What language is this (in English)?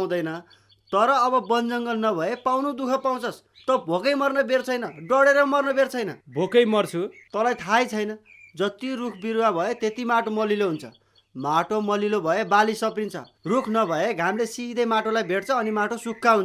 Nepali